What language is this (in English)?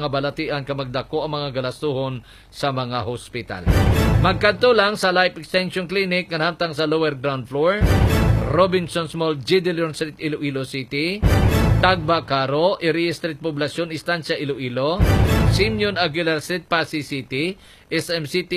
Hiligaynon